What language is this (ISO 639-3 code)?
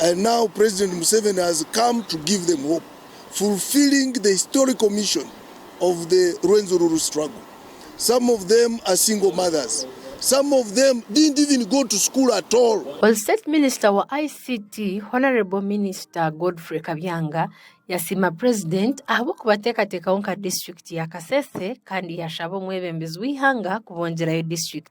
nyn